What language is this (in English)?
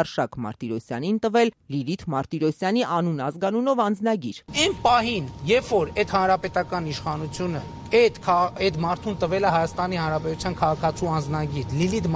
Armenian